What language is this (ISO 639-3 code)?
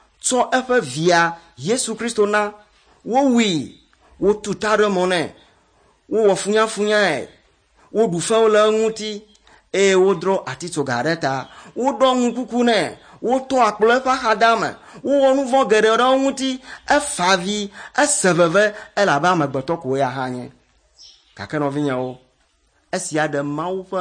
ewe